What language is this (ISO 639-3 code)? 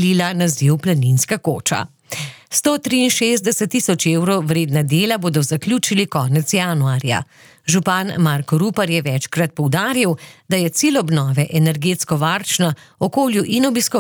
slv